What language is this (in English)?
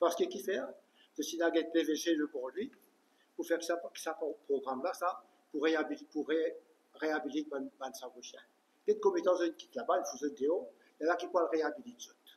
Morisyen